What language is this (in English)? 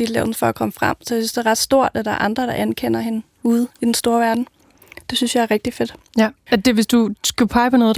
Danish